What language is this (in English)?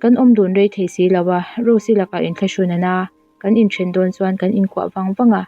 Mizo